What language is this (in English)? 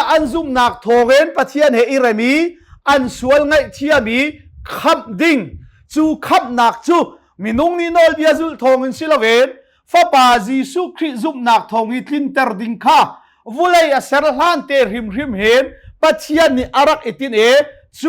Hakha Chin